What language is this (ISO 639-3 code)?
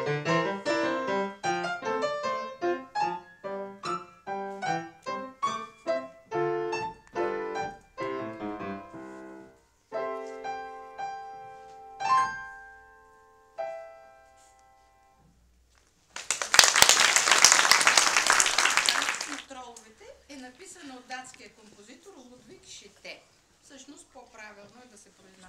bul